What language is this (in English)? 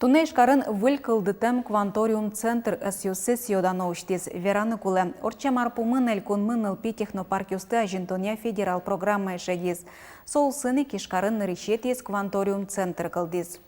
Udmurt